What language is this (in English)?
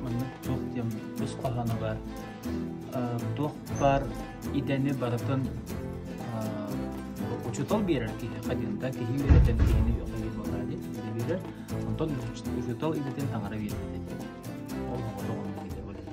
Yakut